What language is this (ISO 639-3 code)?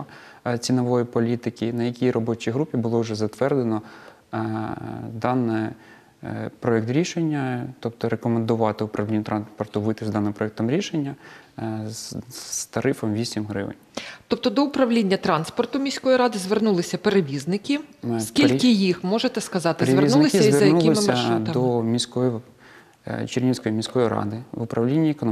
ukr